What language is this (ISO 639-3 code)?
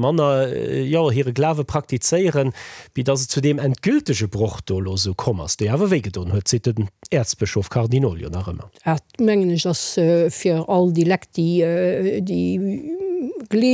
ltz